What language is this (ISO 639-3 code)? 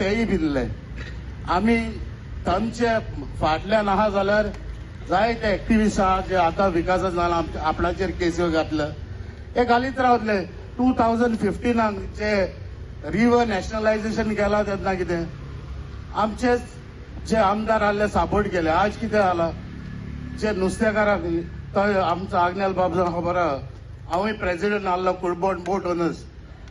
kok